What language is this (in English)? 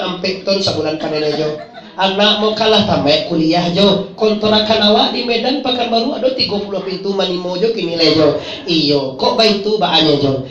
Minangkabau